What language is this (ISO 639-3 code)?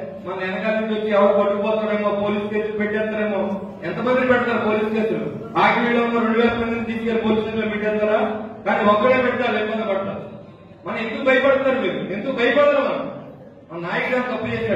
tel